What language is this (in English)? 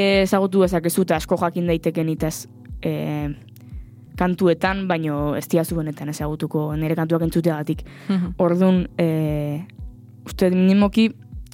Basque